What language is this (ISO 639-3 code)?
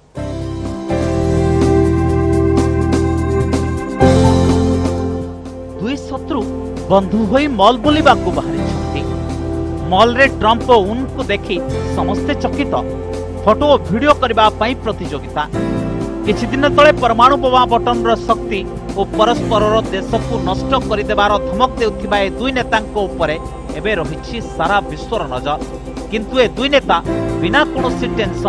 ori